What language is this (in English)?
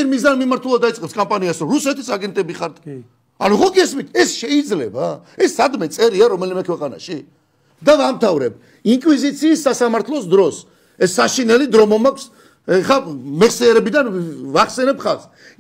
Georgian